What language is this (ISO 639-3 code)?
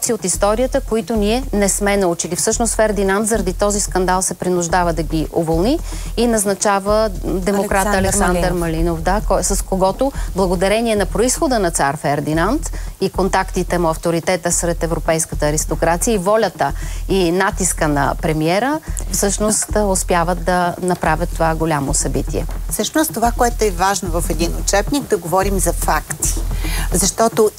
bul